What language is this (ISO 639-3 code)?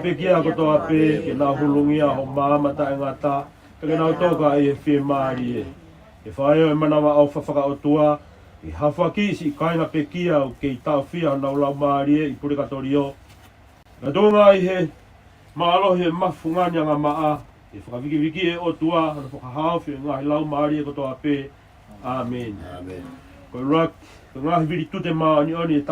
ton